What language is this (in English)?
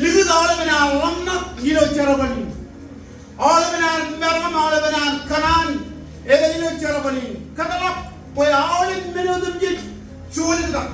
Marshallese